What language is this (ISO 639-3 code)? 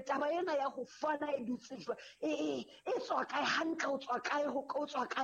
sot